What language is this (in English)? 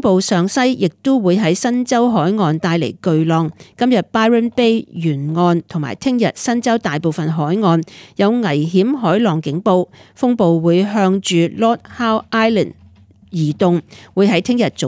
Cantonese